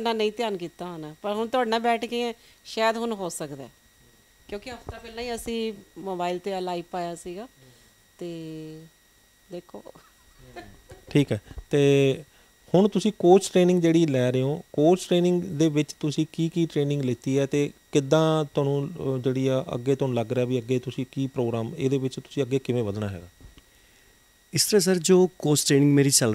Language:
Punjabi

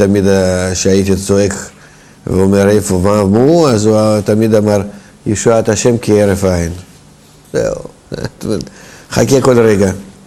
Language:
Hebrew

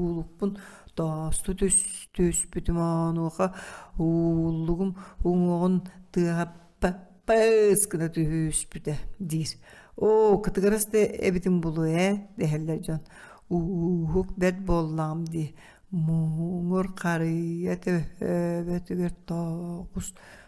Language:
Yakut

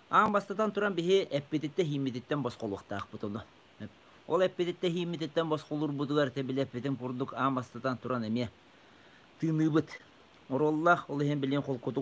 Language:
Yakut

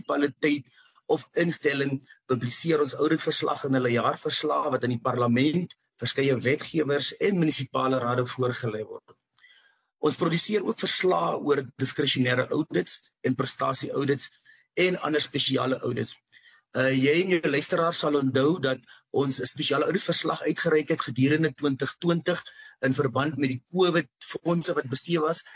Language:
Afrikaans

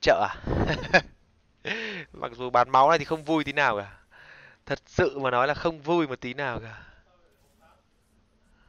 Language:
Vietnamese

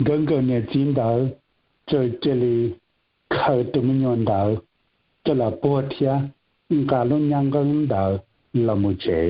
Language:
Hmong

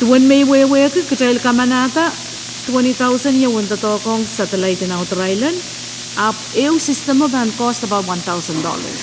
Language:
Pohnpeian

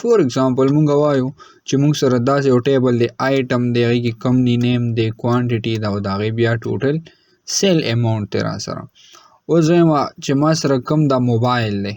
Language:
Pashto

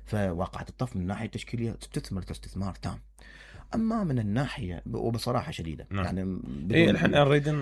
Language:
Mesopotamian Arabic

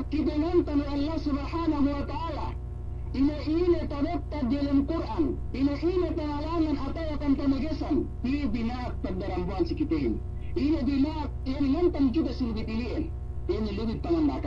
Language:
Yakan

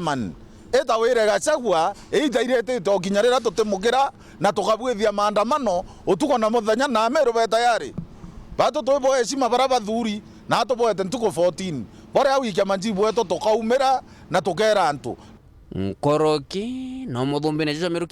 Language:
Meru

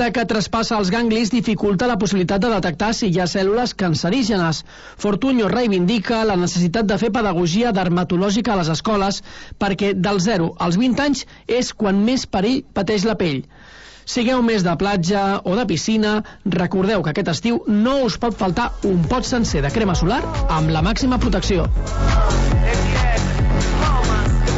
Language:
Catalan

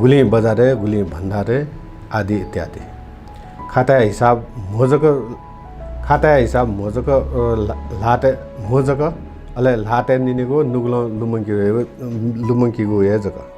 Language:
Newari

